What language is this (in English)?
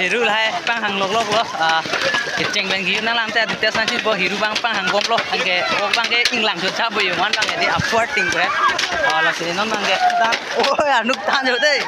Karbi